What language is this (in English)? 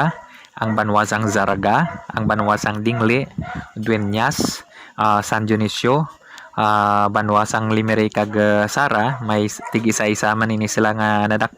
Hiligaynon